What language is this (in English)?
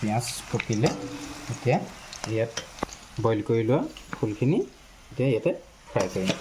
Assamese